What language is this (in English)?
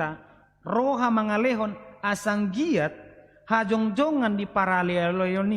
Batak Toba